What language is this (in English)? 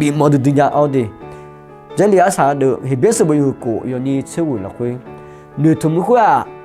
Akha